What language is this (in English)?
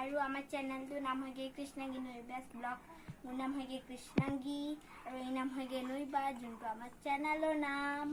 Assamese